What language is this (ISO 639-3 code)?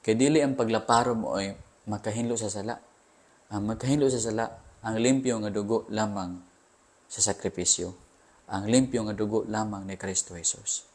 ceb